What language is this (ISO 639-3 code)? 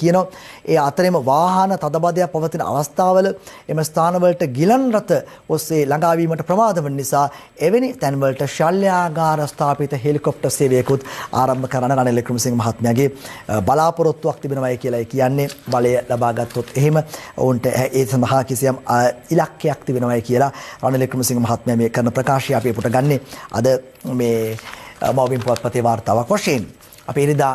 sin